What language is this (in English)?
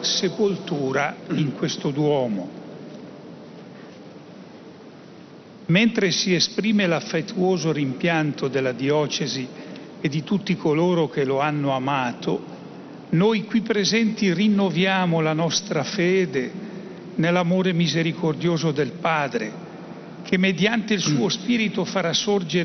Italian